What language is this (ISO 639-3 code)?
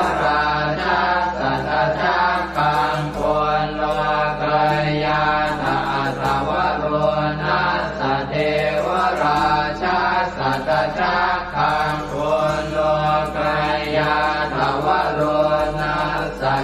pli